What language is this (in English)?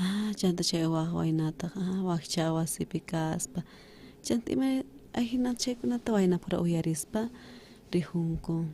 South Bolivian Quechua